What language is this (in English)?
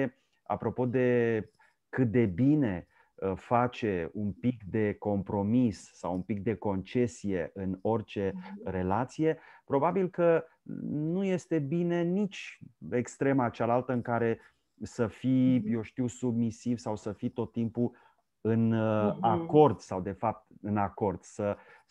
Romanian